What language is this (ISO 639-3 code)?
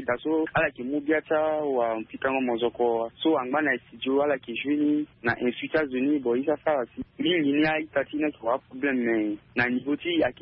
sag